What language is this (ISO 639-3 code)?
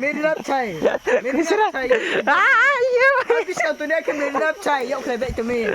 ria